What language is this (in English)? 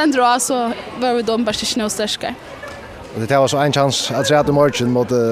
Faroese